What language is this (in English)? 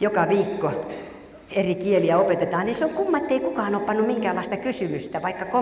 Finnish